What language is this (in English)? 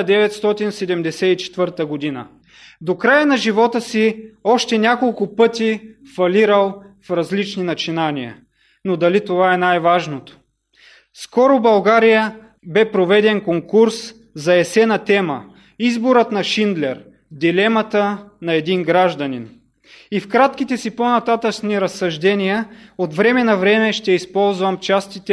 Bulgarian